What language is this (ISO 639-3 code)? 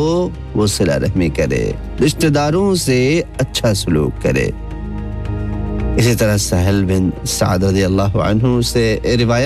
urd